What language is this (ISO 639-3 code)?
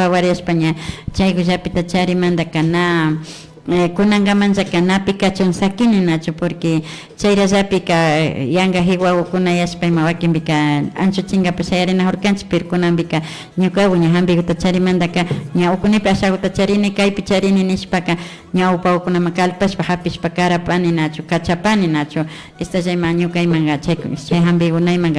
qvi